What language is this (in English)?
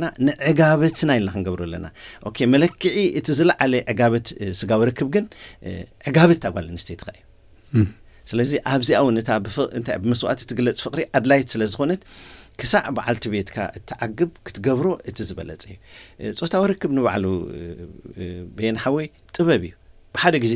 Tigrinya